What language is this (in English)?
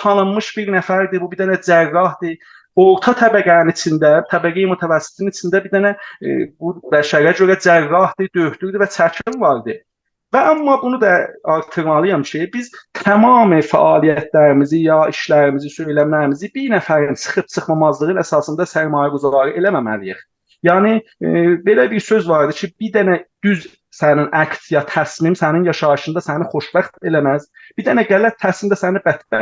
South Azerbaijani